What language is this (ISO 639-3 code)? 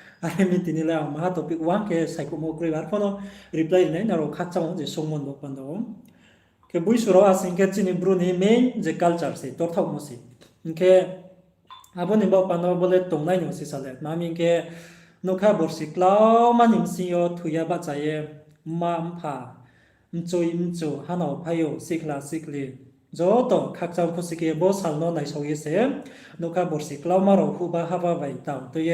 ria